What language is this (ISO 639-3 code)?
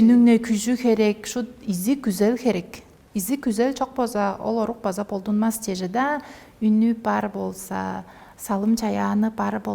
tyv